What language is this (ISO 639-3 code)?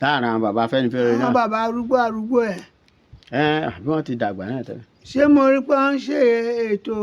yor